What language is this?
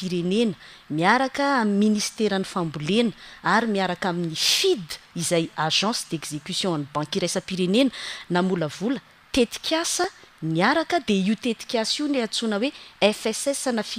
Malagasy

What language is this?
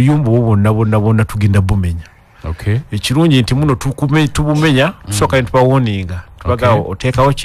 Ganda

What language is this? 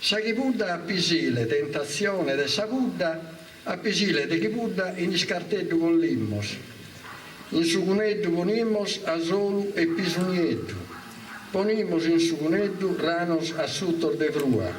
Sardinian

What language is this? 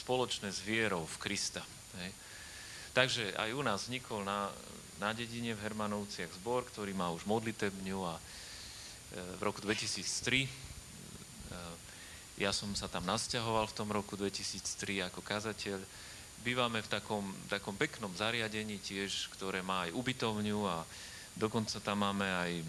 Slovak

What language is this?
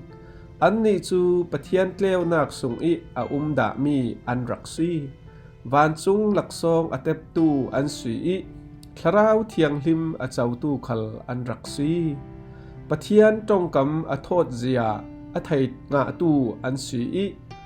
Falam Chin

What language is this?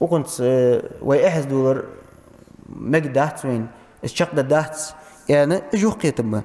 Ingush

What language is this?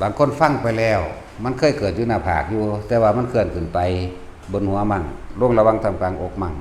Lao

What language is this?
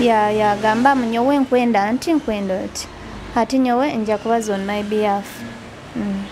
Nyoro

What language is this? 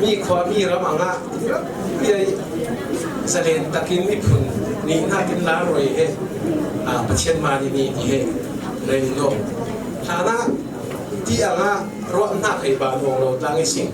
Falam Chin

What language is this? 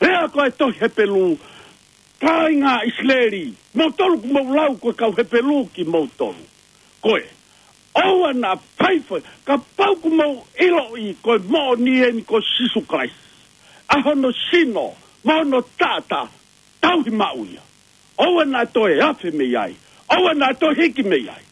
Tongan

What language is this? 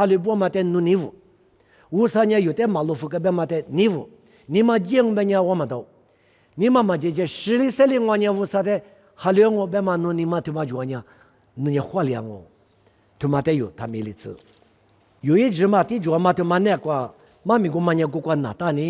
Lisu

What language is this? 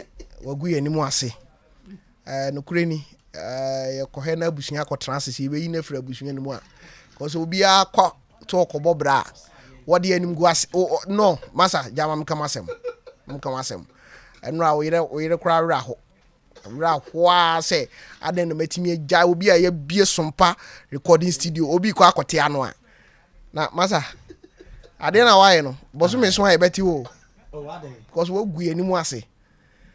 Akan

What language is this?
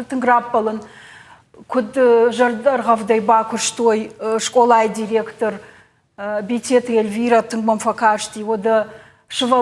Ossetic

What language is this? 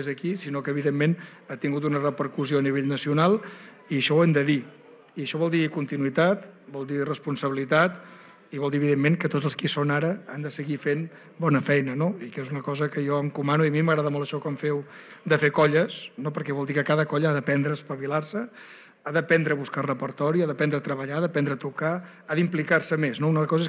Catalan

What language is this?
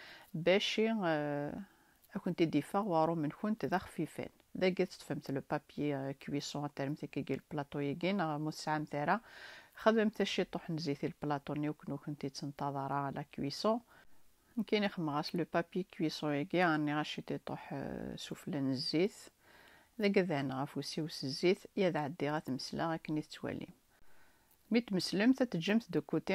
Kabyle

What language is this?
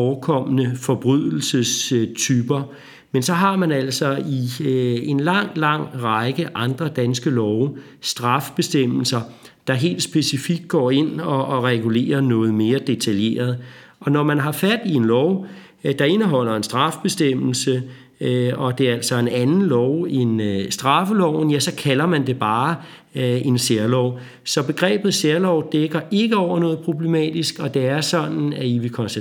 Danish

